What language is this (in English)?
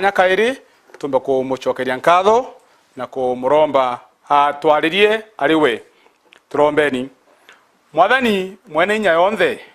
Meru